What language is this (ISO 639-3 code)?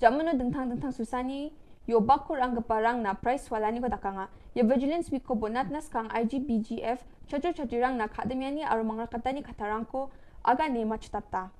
grt